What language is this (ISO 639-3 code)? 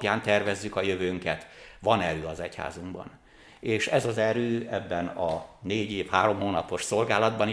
hun